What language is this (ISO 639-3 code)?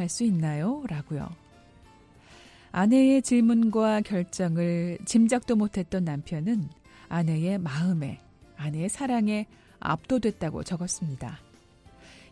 kor